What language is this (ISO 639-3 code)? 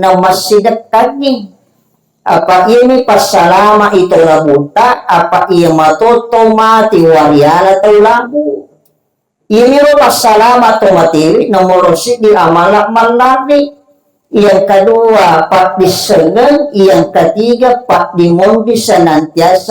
bug